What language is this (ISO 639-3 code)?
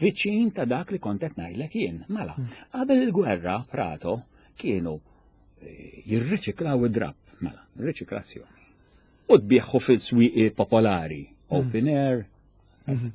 mlt